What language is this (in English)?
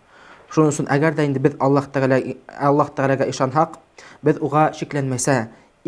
Bashkir